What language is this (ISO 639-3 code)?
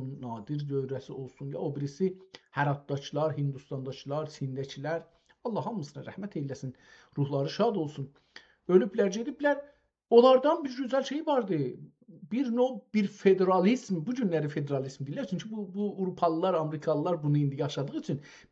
azb